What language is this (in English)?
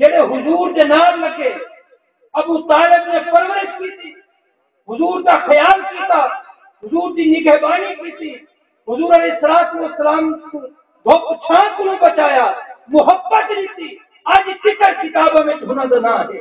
Saraiki